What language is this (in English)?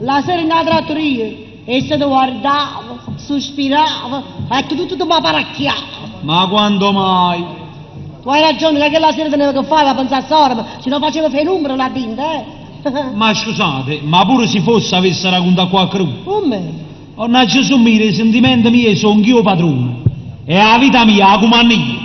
Neapolitan